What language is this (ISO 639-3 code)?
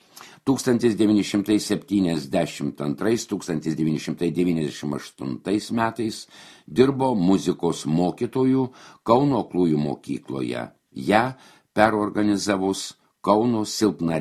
lit